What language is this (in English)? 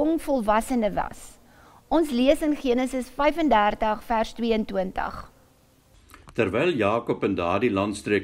Afrikaans